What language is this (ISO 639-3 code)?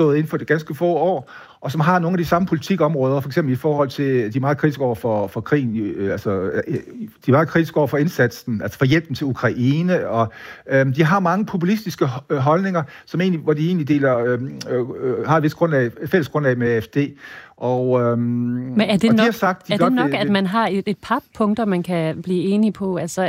dan